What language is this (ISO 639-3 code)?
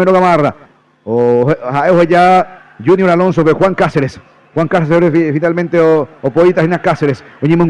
grn